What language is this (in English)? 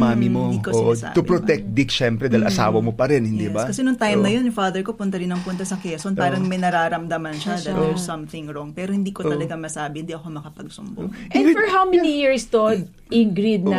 Filipino